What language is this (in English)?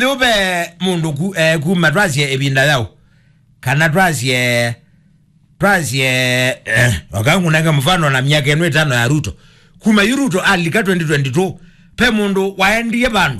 Kamba